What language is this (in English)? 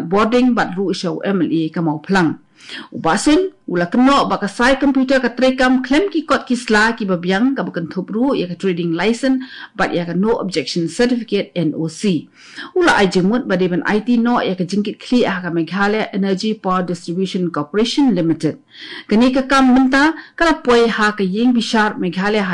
Khasi